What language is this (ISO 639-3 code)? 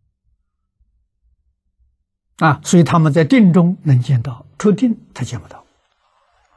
zho